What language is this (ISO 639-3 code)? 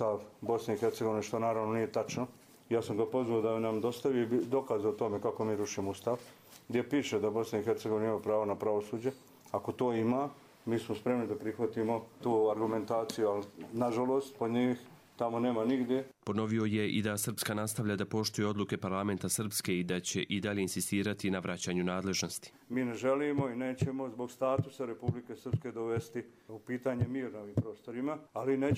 hrv